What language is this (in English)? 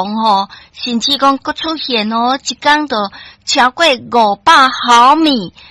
Min Nan Chinese